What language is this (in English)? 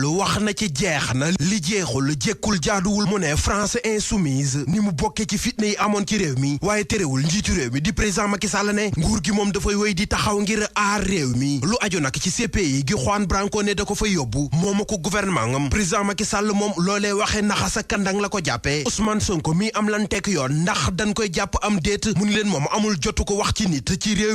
Wolof